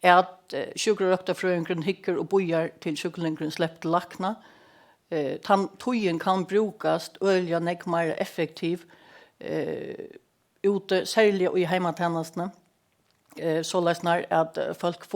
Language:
Faroese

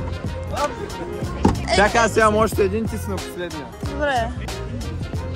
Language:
Bulgarian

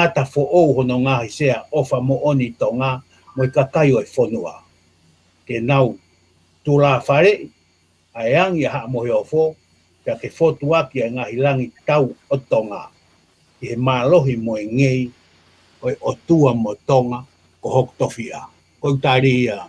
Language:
Tongan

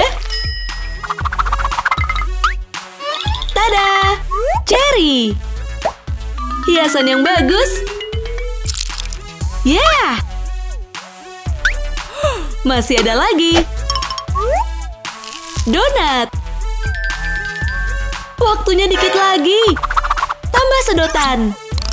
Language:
Indonesian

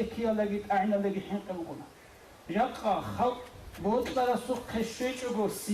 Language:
Avaric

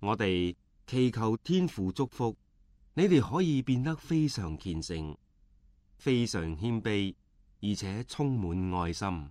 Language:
Cantonese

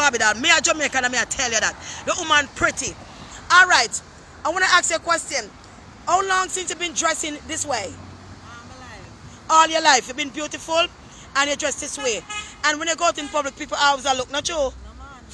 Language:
Jamaican Creole English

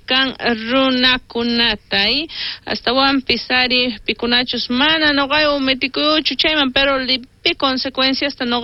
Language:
South Bolivian Quechua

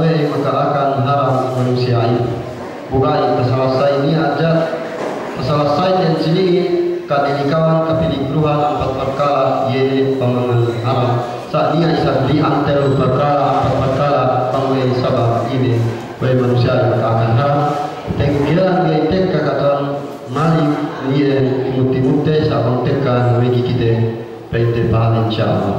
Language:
Yakan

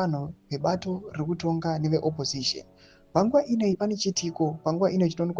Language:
Shona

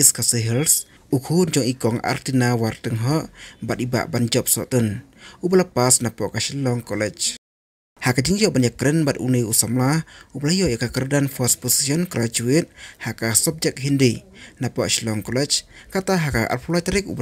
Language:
Khasi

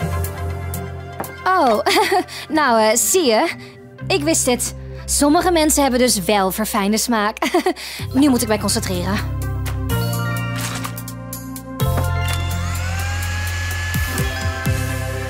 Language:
Dutch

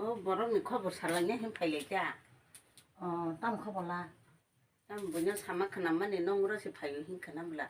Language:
Kok Borok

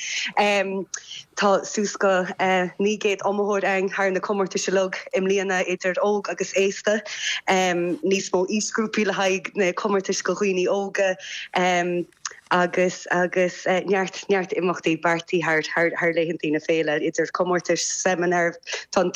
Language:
Irish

